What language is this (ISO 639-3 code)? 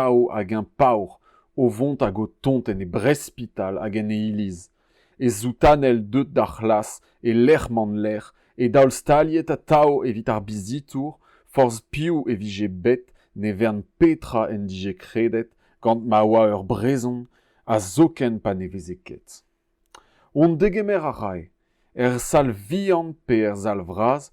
bre